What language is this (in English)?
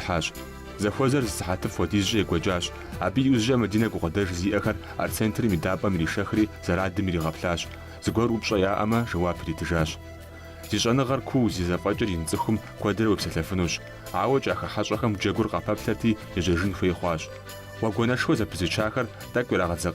Kabardian